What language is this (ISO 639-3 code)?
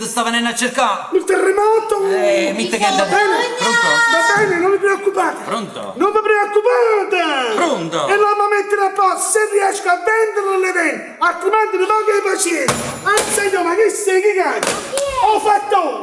nap